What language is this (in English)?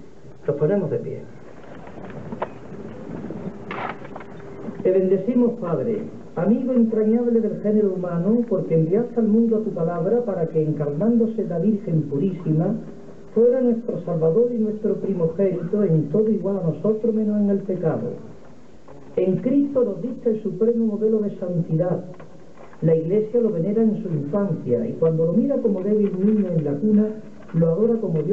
Spanish